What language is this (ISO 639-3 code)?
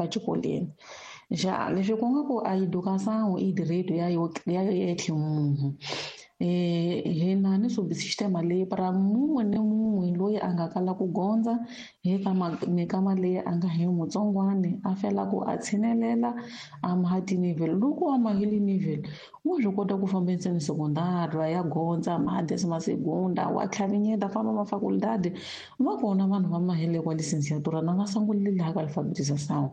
tso